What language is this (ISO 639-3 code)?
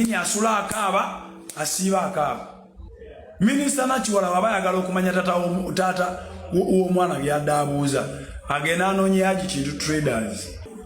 lug